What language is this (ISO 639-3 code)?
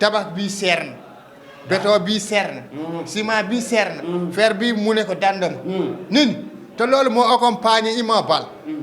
wol